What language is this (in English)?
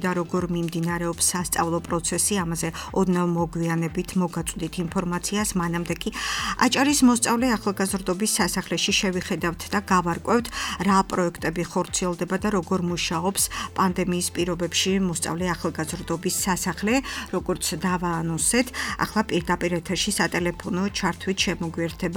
Georgian